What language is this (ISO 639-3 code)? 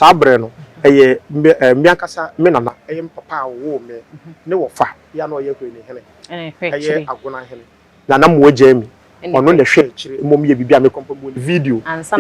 aka